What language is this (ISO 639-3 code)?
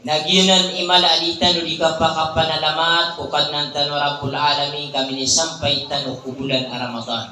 mrw